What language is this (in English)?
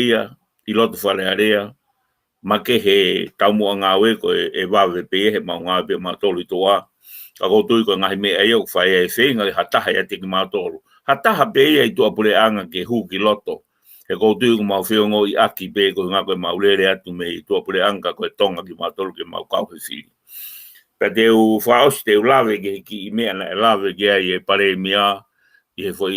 Tongan